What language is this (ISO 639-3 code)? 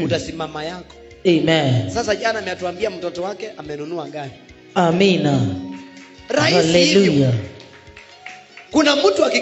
swa